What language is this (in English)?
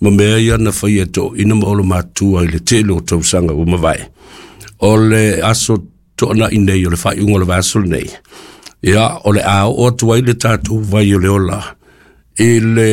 Samoan